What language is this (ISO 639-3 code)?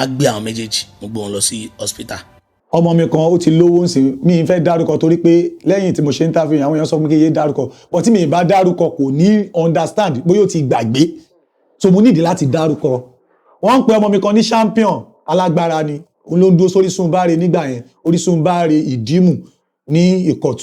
yor